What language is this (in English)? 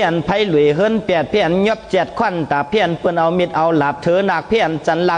Shan